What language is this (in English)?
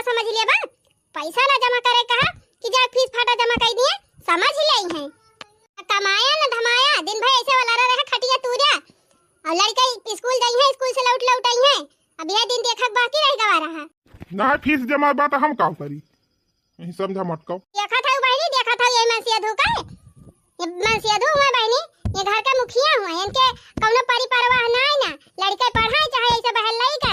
Awadhi